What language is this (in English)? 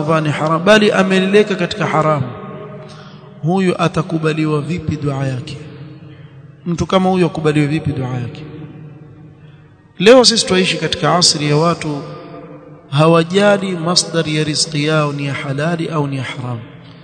Swahili